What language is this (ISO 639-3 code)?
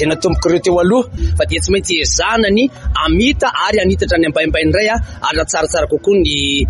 mlg